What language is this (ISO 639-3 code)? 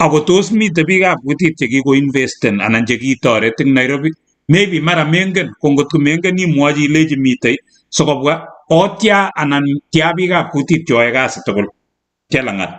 kln